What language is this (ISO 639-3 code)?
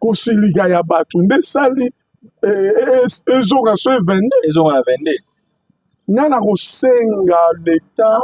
lin